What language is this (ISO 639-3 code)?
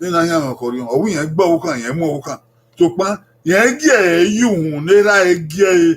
bin